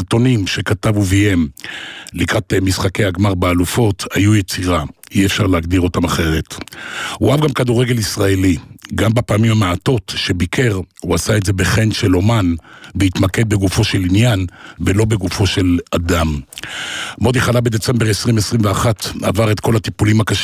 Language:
Hebrew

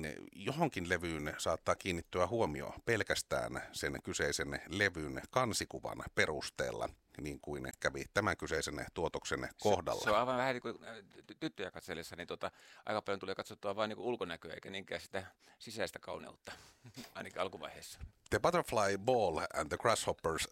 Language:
Finnish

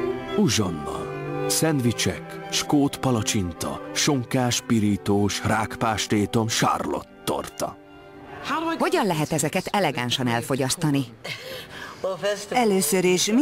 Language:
Hungarian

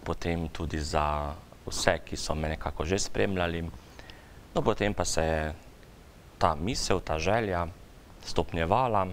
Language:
Slovenian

